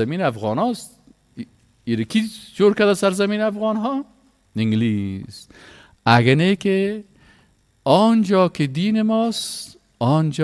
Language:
Persian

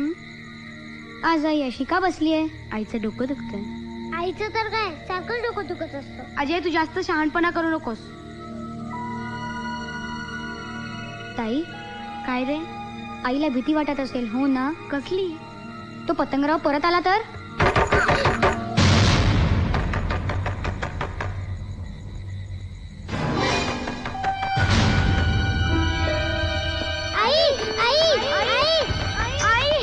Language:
Marathi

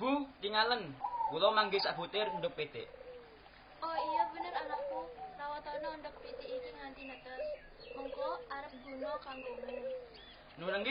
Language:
Javanese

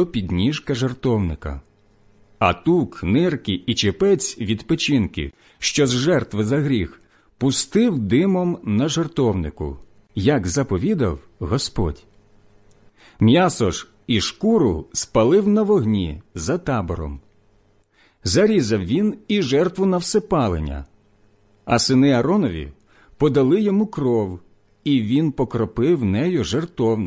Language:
Ukrainian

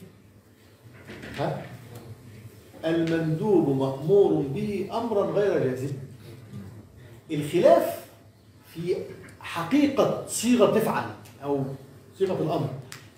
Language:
Egyptian Arabic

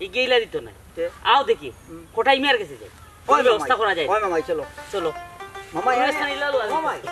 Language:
Sylheti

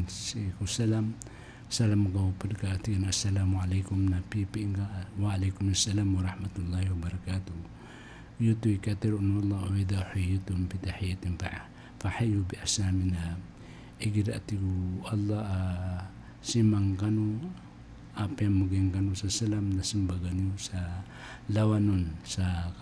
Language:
Maranao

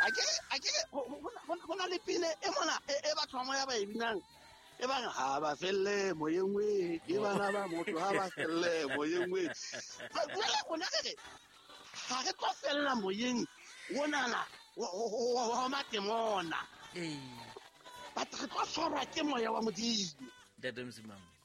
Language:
Southern Sotho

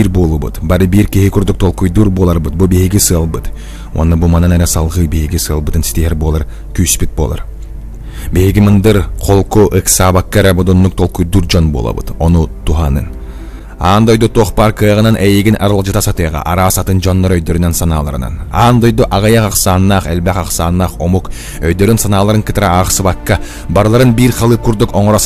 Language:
Yakut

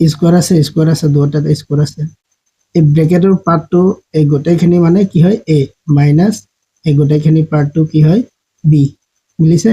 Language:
Assamese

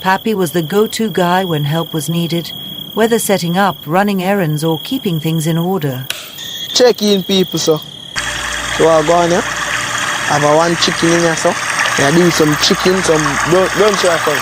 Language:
Jamaican Creole English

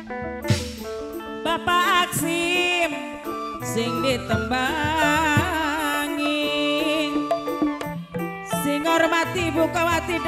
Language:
Javanese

